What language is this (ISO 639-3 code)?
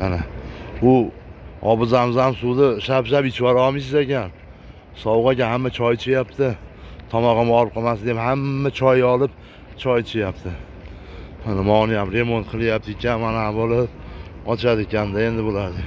uzb